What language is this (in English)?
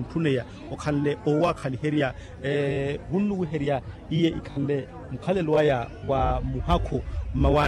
Makhuwa